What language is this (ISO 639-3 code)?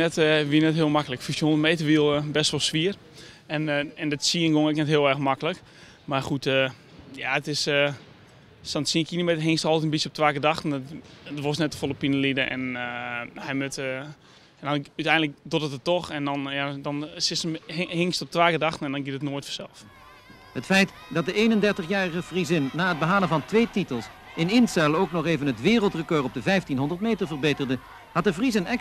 fry